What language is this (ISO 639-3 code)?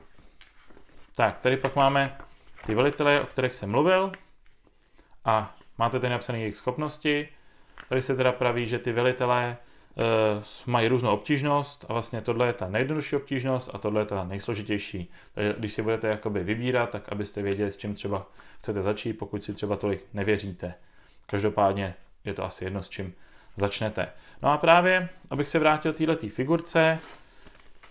ces